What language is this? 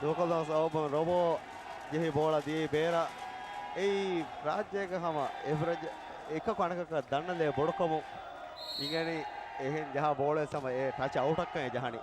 Divehi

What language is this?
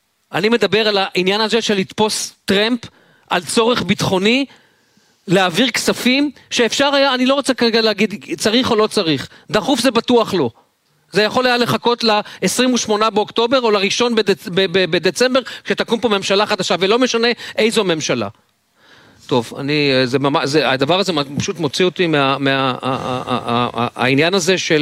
Hebrew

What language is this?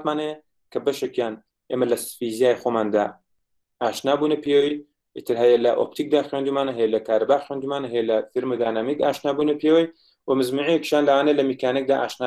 Central Kurdish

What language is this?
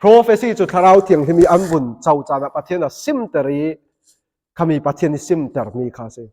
Falam Chin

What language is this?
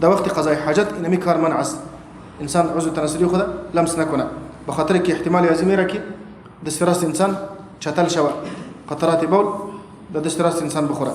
Persian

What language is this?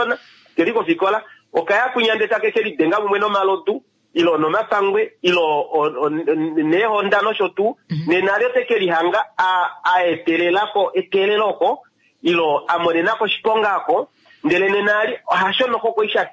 Kuanyama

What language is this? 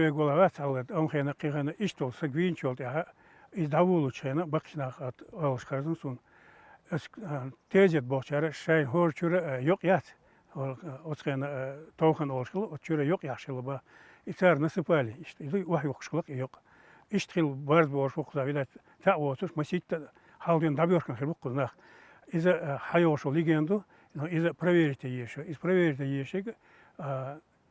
Chechen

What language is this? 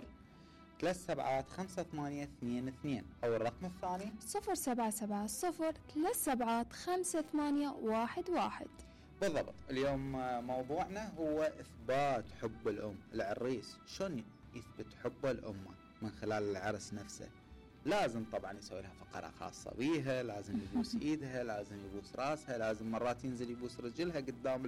Mesopotamian Arabic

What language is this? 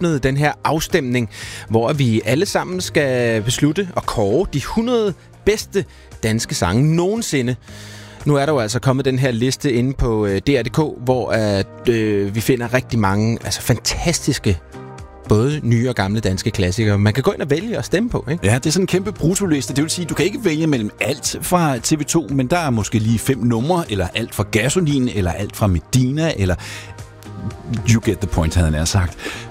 Danish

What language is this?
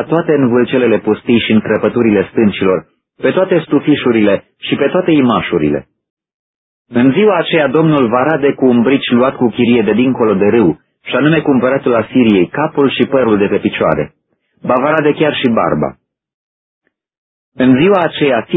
Romanian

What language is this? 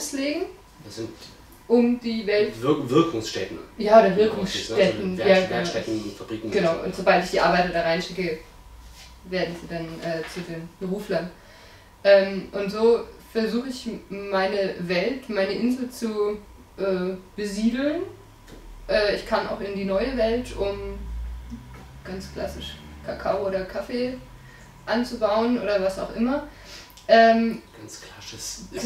German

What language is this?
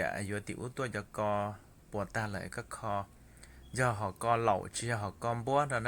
Hmong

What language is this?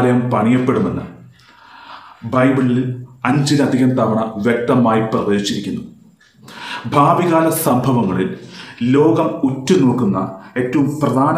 Malayalam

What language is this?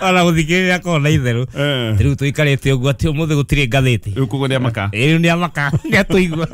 Kikuyu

